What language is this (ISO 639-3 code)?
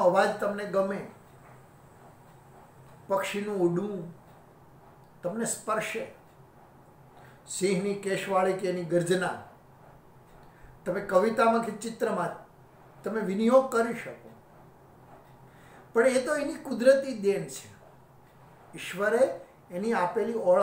guj